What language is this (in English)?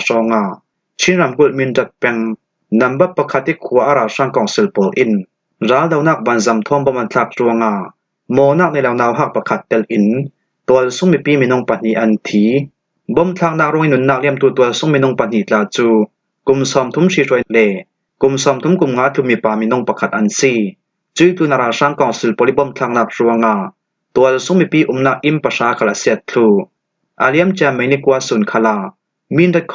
Falam Chin